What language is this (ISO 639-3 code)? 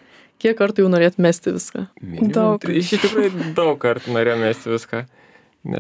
lit